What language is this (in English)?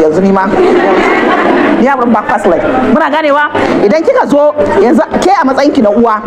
Hausa